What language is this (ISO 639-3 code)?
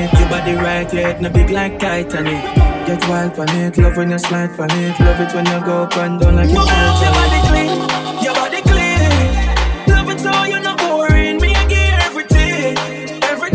eng